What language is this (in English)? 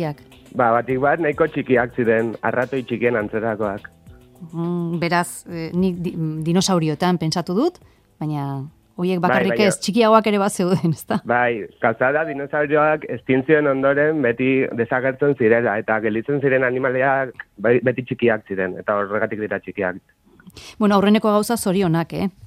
Basque